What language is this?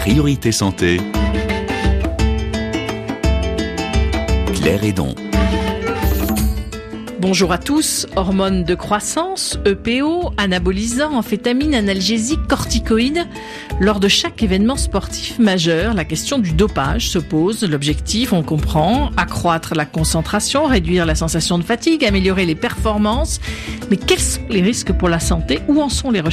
French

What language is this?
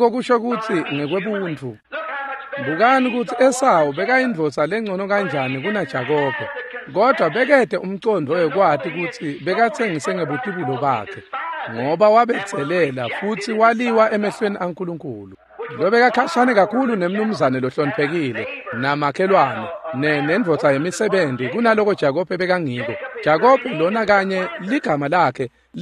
Swati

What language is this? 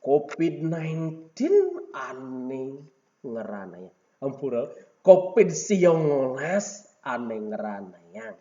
Balinese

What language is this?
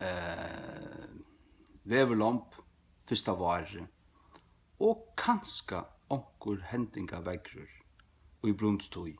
Faroese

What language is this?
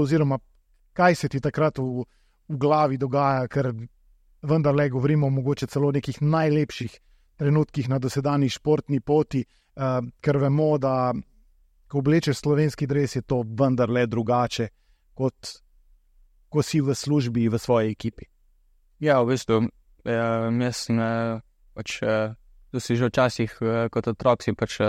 Slovenian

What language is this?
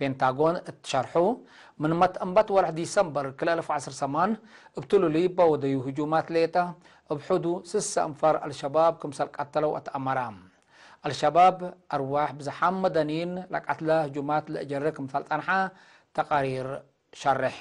Tigre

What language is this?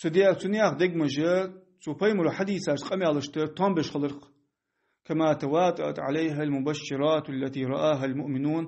Ingush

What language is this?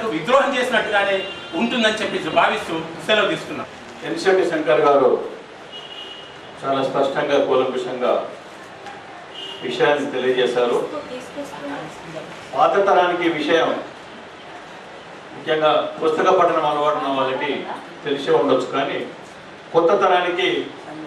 Telugu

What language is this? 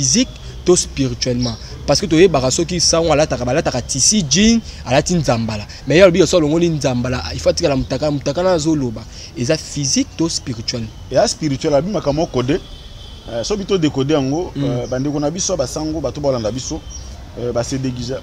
Lingala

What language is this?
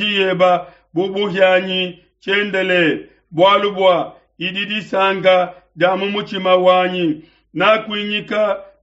Luba-Lulua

